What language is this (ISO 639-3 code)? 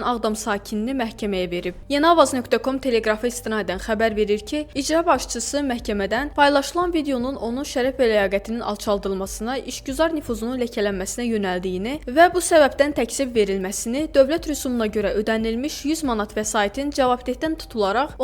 aze